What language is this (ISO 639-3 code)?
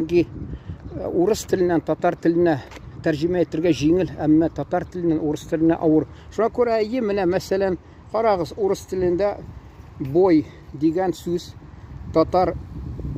tat